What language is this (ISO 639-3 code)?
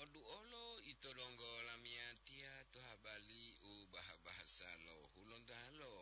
gor